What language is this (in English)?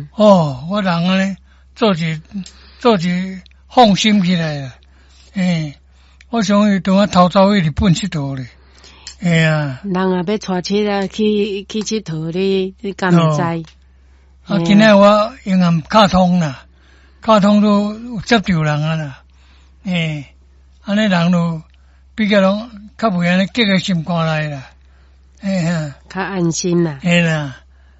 Min Nan Chinese